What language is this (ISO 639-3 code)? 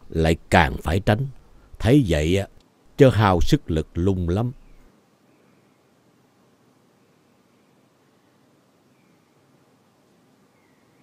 vie